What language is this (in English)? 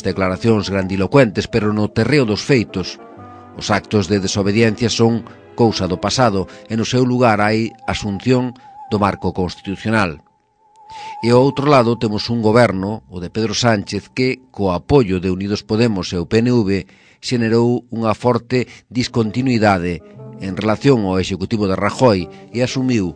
Galician